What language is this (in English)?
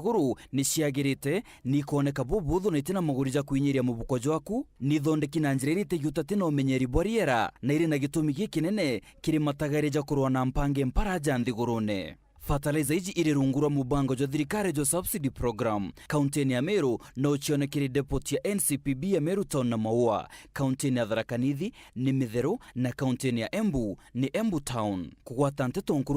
Meru